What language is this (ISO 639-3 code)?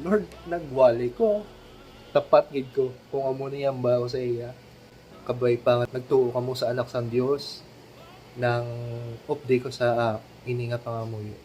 hil